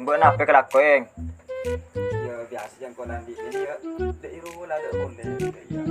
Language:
Madurese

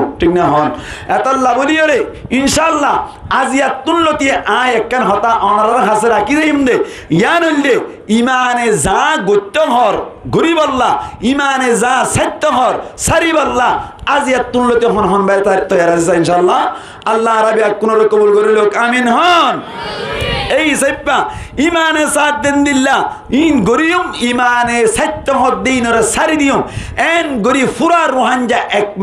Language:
Rohingya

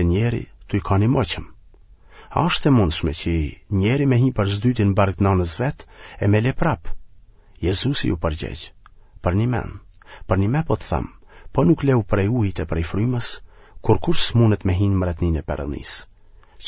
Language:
Albanian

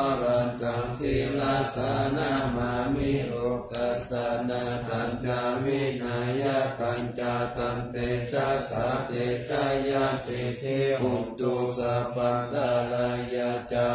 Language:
Pali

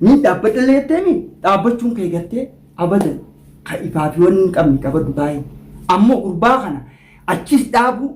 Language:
Oromo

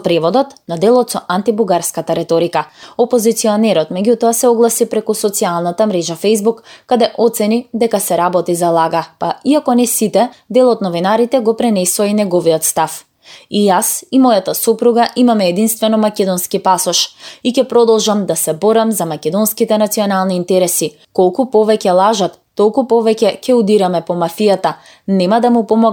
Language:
Macedonian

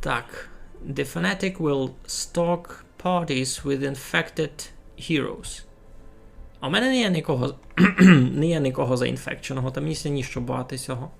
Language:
Rusyn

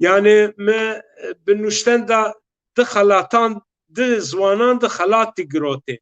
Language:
Zaza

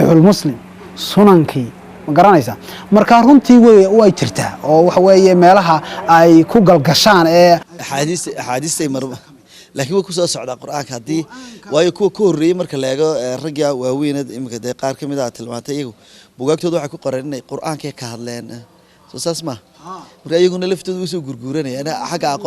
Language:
Somali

